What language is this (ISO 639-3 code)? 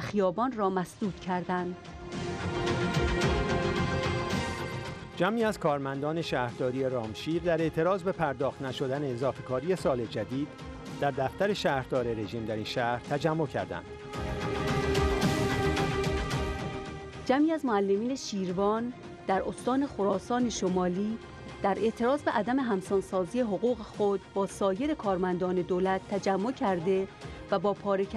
fas